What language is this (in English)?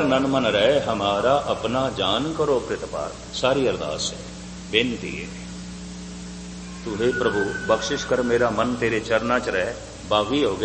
Punjabi